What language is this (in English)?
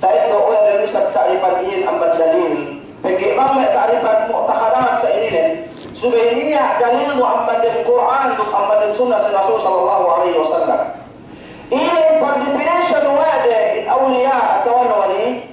Yakan